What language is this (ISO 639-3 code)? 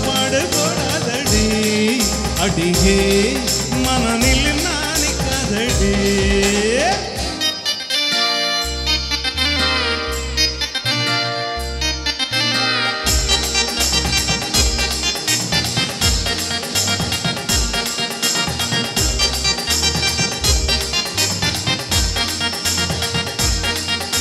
tam